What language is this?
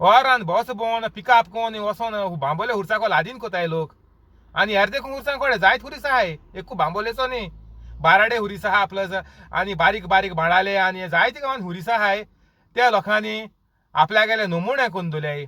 Konkani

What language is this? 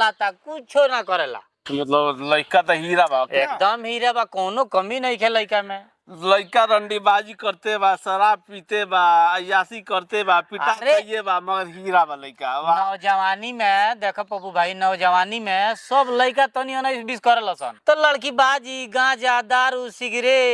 Bhojpuri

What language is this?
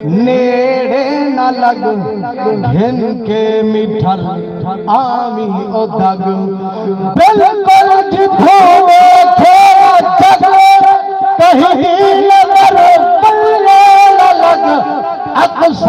Saraiki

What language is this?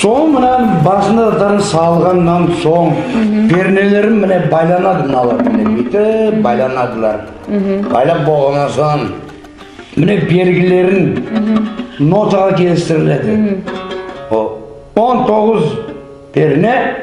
Nogai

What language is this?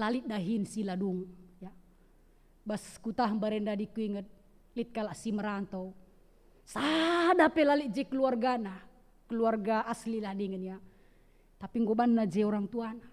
Batak Karo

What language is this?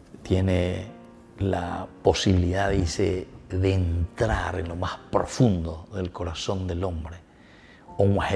Spanish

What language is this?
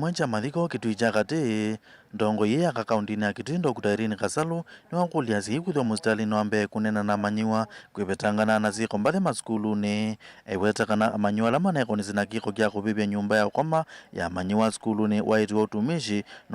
Kamba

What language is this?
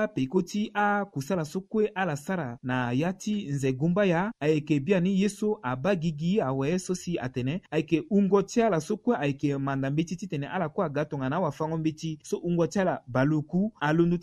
Sango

